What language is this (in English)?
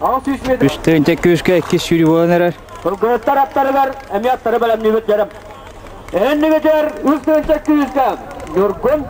Yakut